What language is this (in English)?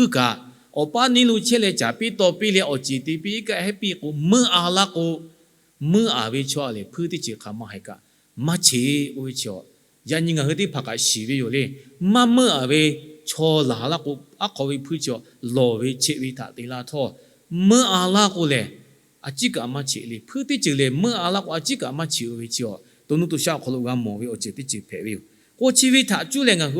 Lahu